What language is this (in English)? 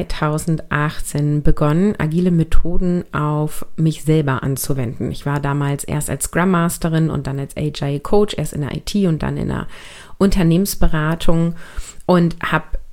German